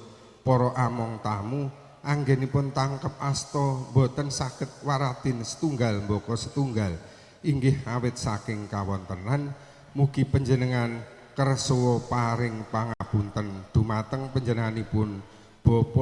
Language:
Javanese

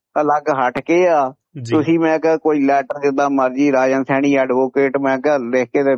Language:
Punjabi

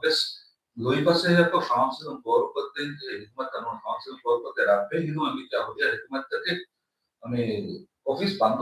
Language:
Divehi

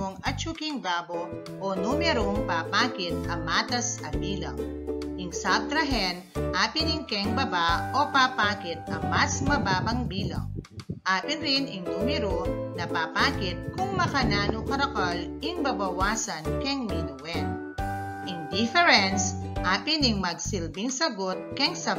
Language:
Pampanga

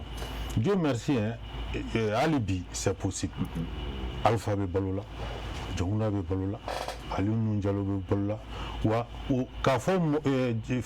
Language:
Bambara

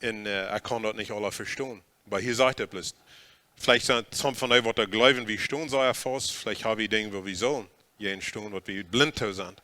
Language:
Plautdietsch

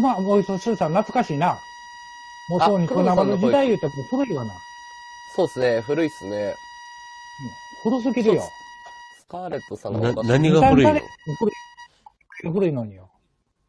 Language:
Japanese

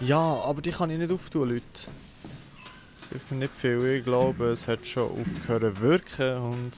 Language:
Swiss German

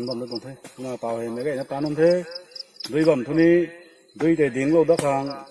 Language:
Rongmei Naga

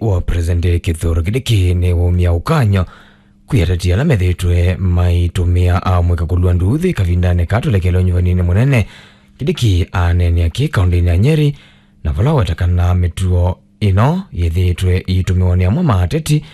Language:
Kamba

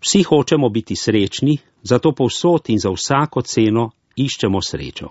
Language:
Slovenian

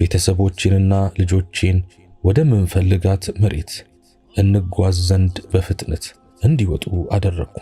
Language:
Amharic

